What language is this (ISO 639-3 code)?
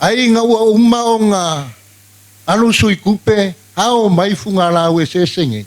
smo